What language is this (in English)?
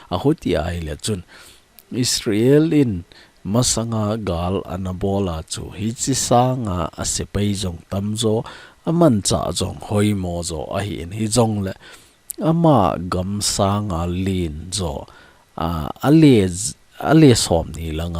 Thado Chin